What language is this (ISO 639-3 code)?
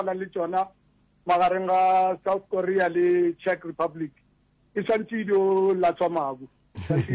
nso